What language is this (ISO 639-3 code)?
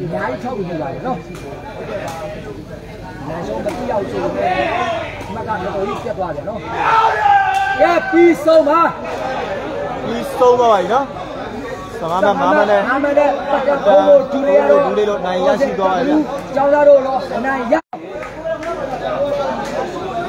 mya